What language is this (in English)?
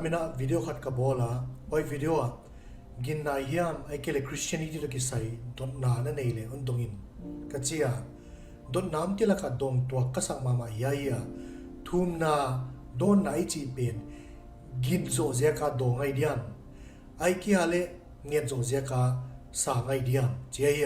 Paite Chin